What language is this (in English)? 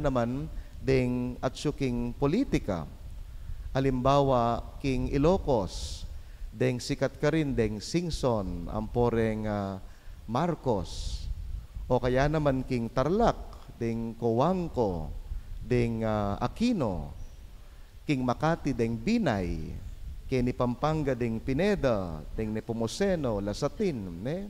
Pampanga